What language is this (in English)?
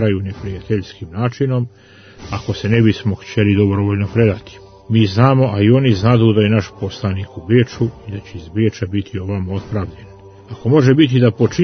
Croatian